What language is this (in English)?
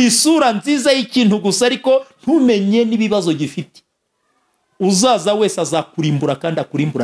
Kinyarwanda